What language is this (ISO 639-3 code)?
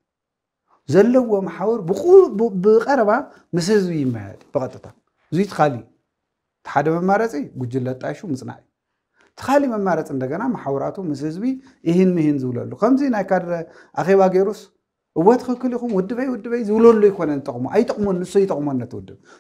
tir